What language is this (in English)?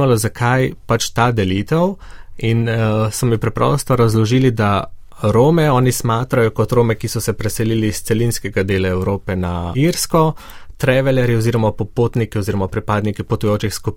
Slovenian